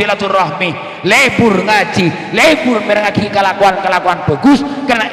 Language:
Madurese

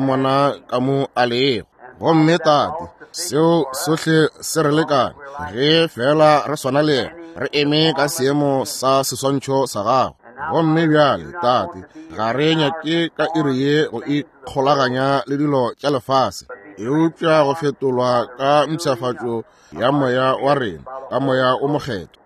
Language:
Northern Sotho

